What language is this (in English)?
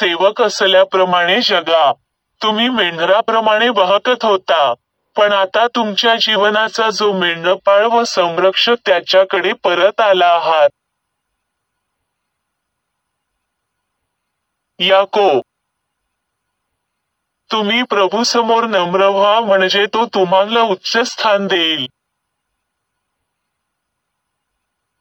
Marathi